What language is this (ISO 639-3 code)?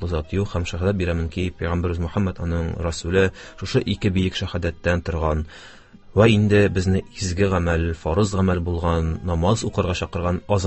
tat